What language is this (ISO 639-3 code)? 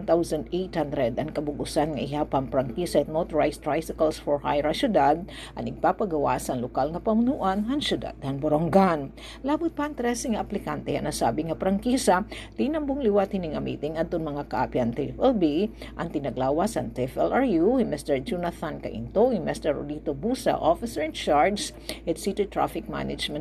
war